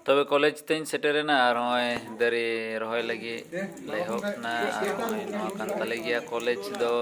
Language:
Santali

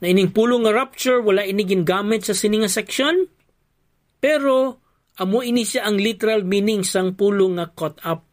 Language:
Hiligaynon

